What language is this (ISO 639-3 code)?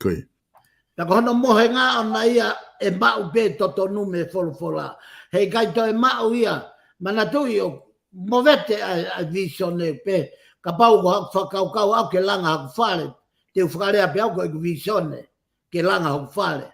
ton